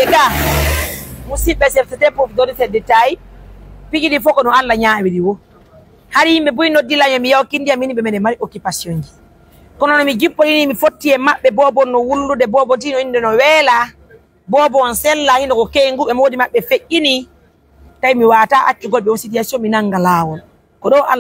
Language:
Pular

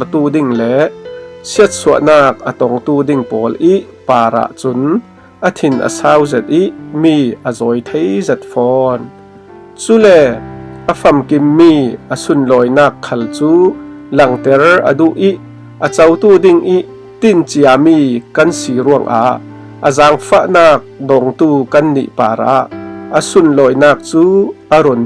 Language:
Falam Chin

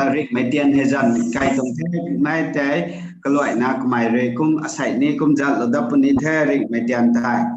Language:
Rongmei Naga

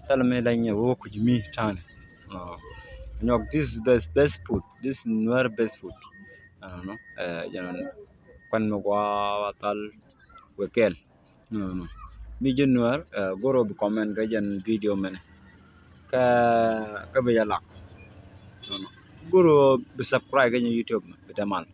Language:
Nuer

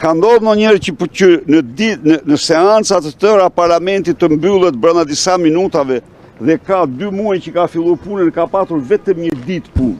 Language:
Albanian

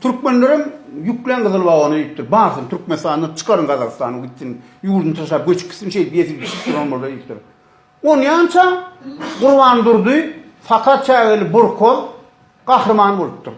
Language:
Turkmen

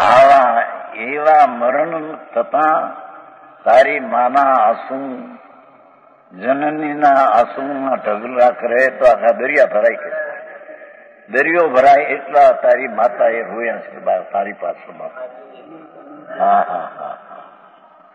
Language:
Gujarati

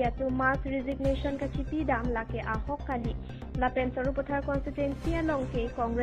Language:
Karbi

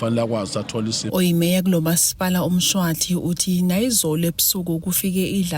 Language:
Zulu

